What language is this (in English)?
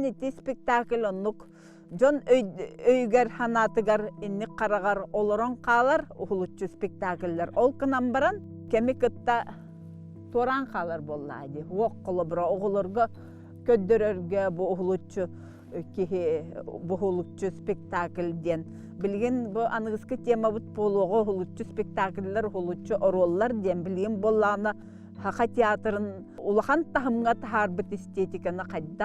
Yakut